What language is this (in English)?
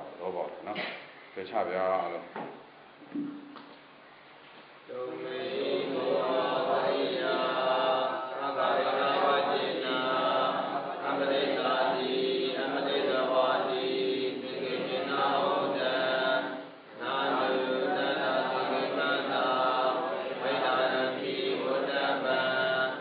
Burmese